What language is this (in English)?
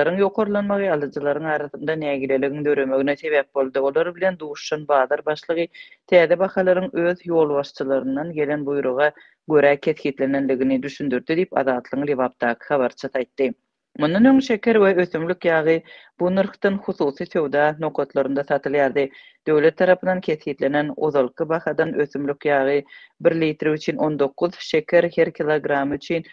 Turkmen